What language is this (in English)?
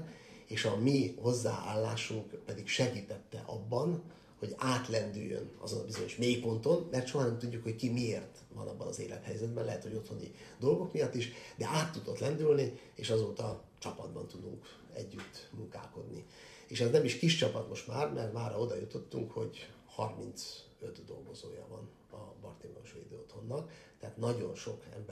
Hungarian